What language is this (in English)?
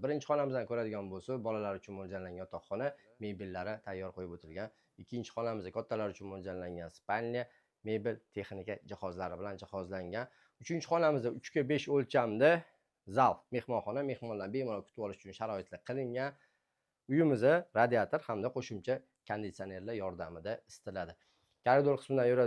Uzbek